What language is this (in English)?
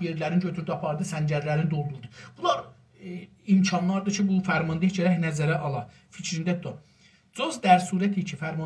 South Azerbaijani